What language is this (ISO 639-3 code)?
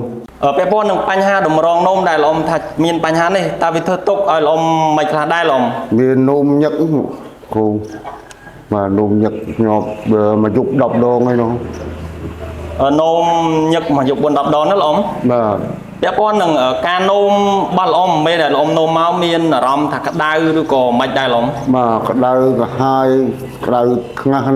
khm